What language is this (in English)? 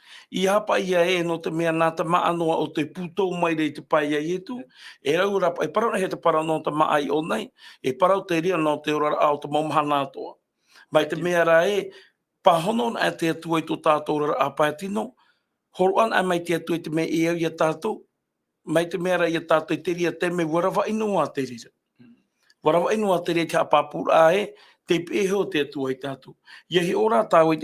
Tahitian